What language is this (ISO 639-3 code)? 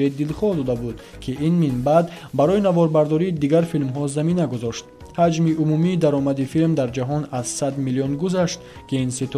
tgk